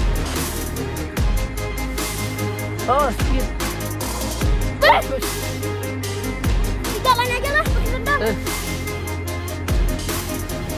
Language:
Indonesian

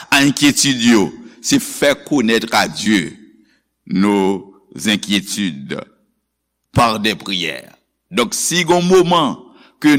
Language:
Haitian Creole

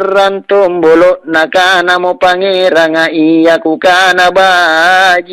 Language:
Makasar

